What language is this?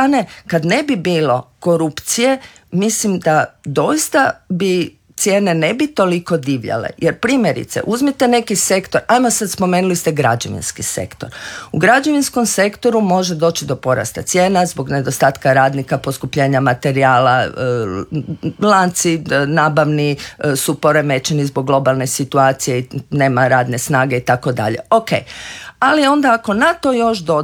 Croatian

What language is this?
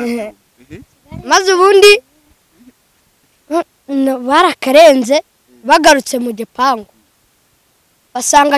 Kinyarwanda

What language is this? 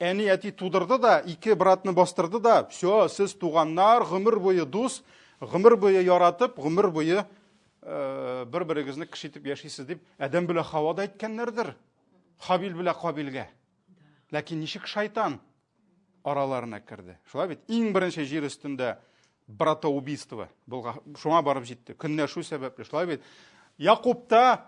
Tatar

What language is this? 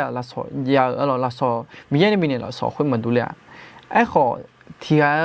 Akha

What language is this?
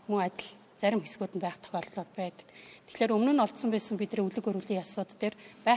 Mongolian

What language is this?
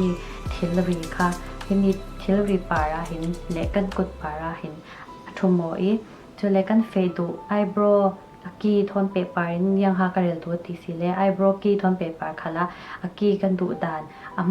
Falam Chin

